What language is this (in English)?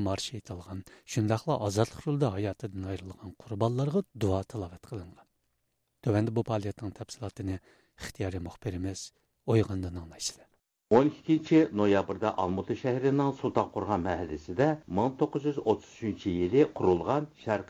Uyghur